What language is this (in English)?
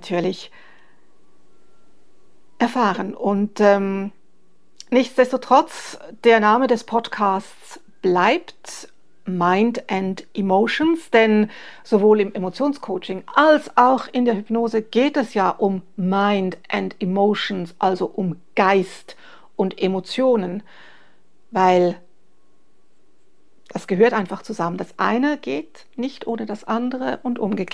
German